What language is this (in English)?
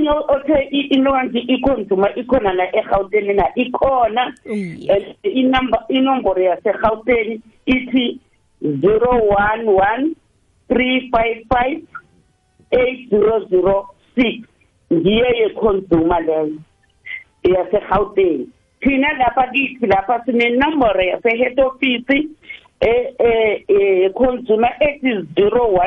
South Ndebele